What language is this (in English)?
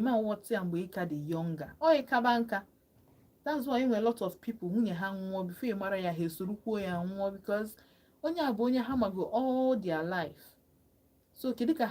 Igbo